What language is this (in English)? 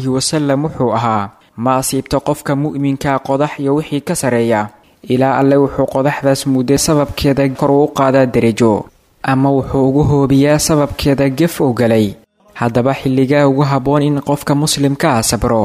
Somali